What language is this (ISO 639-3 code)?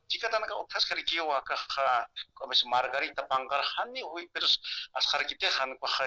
aym